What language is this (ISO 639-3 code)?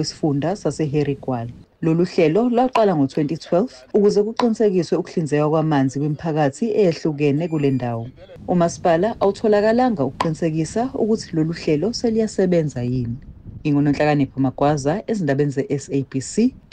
zul